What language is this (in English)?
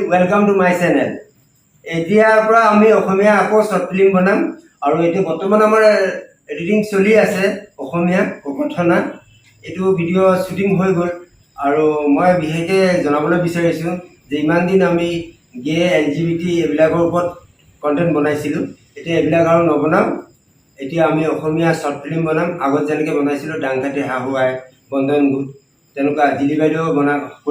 Assamese